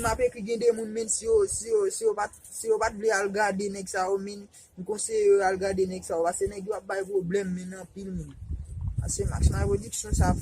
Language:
Haitian Creole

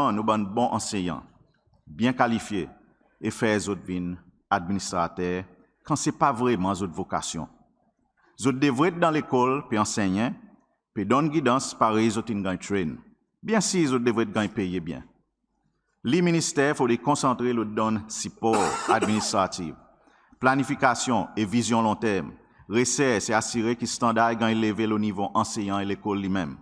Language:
Seselwa Creole French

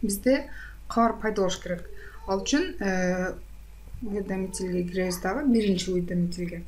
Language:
Kyrgyz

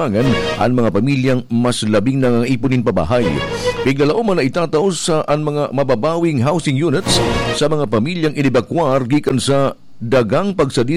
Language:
Bikol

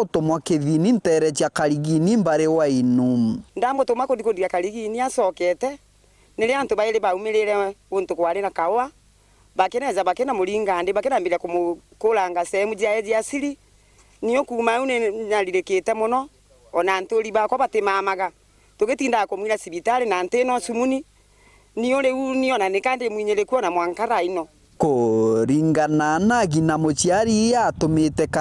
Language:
Meru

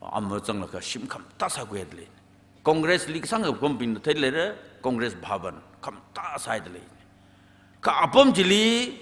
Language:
Tangkhul Naga (India)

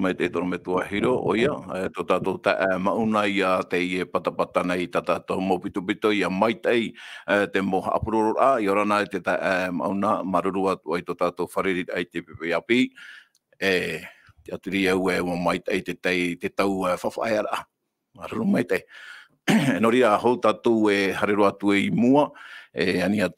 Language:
Tahitian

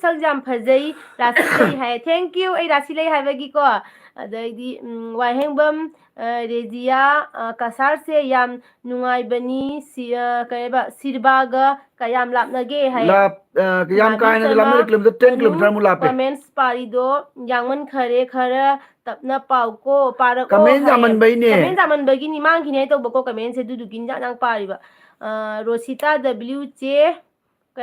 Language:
Manipuri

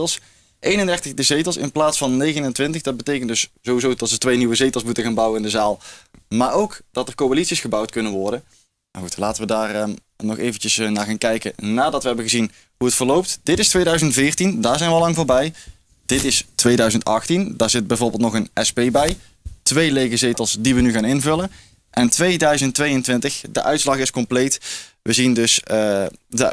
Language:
Dutch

